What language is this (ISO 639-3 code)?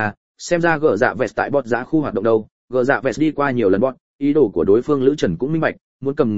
vie